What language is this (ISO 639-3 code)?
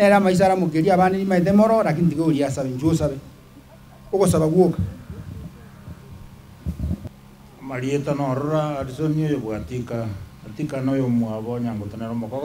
guz